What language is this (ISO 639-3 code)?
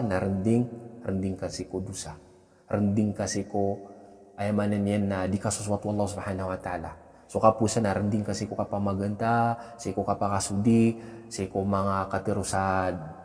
mrw